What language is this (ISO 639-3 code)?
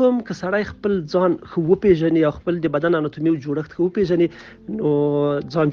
pus